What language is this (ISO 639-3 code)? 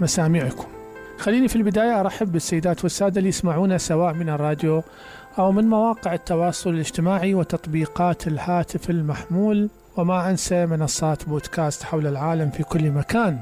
acm